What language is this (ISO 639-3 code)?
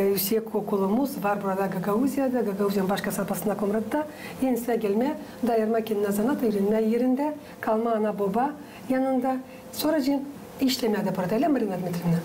gag